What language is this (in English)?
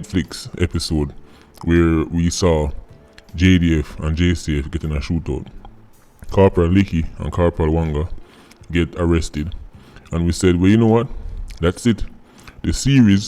Jamaican Creole English